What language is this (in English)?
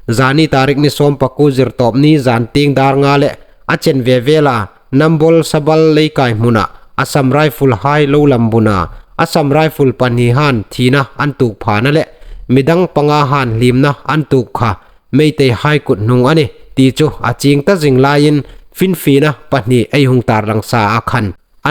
Hmar